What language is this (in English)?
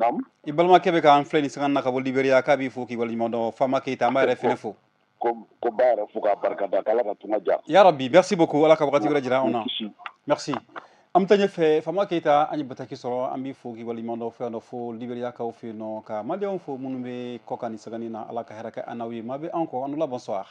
Bambara